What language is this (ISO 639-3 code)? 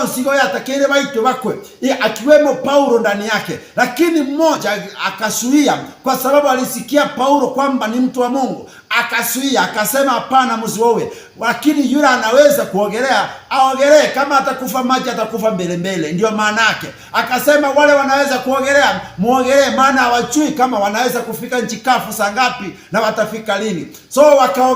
guz